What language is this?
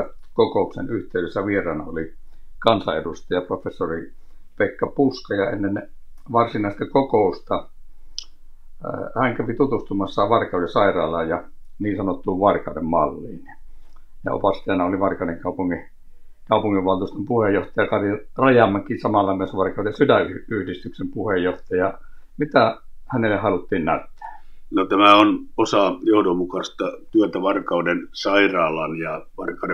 Finnish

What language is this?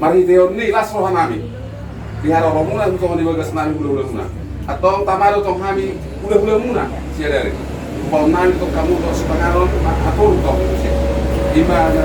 Batak Toba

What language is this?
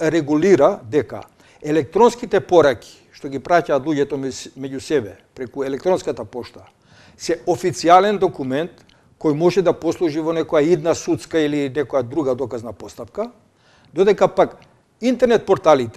Macedonian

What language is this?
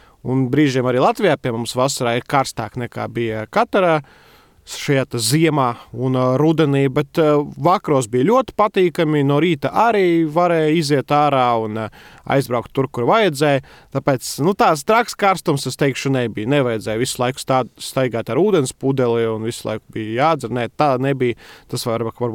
Latvian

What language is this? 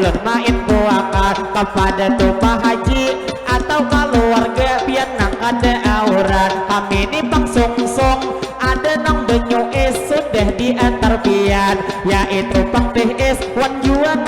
Banjar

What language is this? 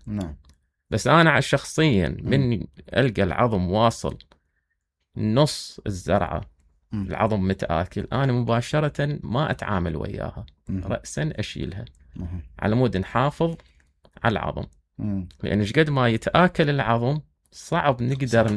Mesopotamian Arabic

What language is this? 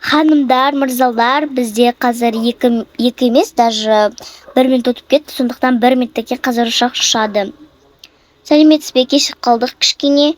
Kazakh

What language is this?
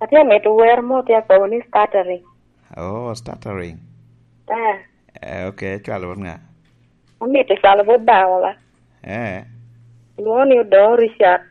Lango (Uganda)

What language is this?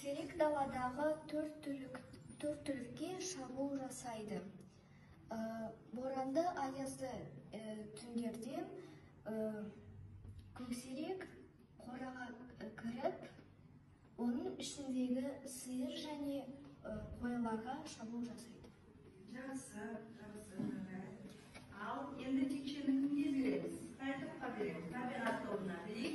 Kazakh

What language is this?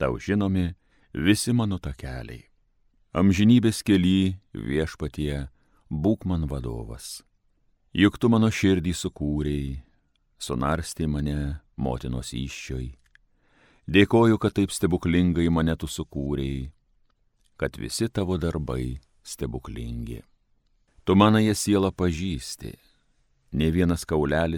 Lithuanian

